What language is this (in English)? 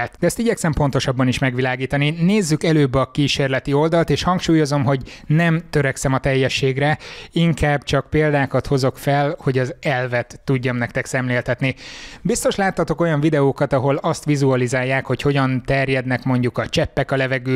Hungarian